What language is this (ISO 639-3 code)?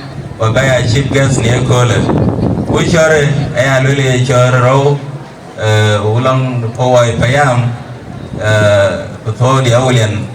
din